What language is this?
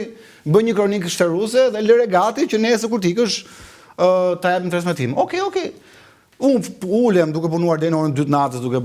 Albanian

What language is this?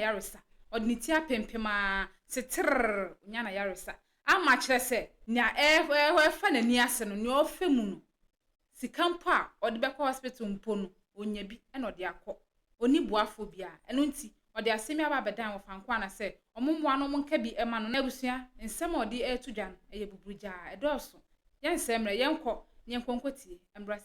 Akan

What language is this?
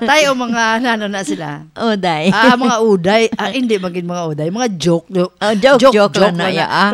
Hiligaynon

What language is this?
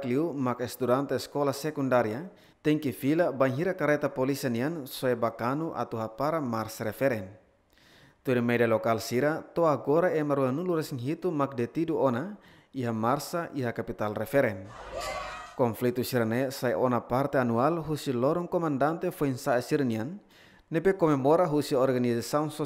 Tetum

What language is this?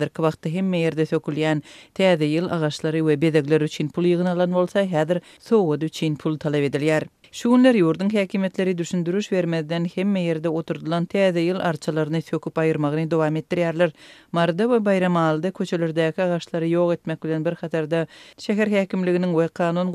Turkmen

